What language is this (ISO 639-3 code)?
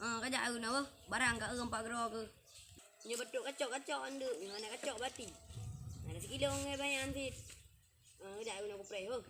ace